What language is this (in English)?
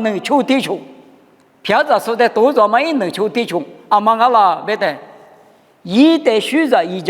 Lisu